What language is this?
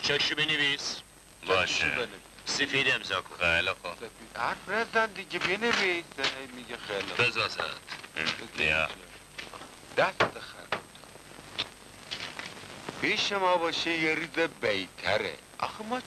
Persian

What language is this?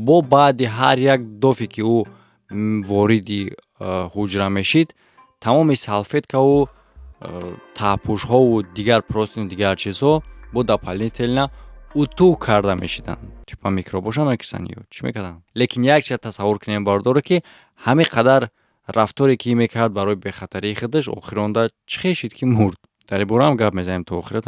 Tajik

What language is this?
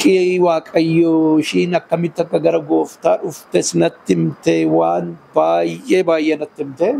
Oromo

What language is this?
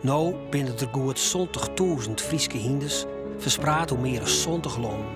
Western Frisian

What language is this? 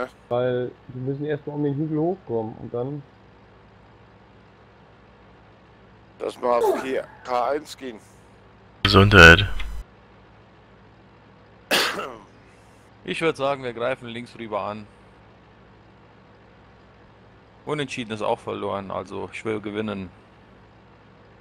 German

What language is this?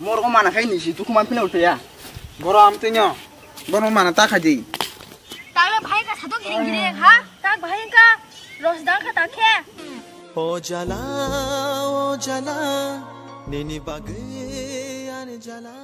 Kok Borok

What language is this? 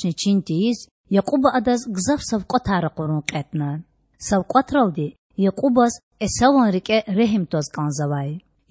Lezghian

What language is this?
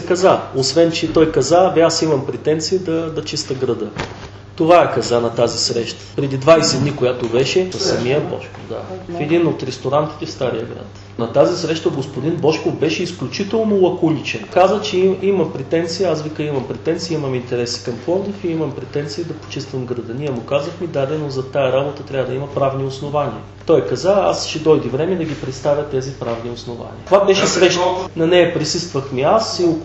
Bulgarian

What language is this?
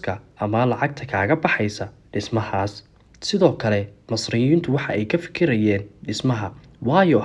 Somali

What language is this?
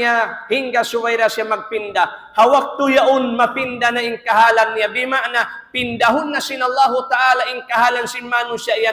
Tausug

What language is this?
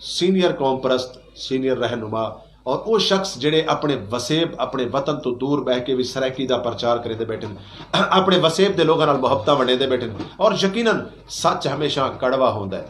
Saraiki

